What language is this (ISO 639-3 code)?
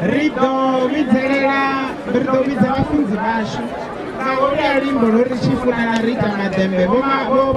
ven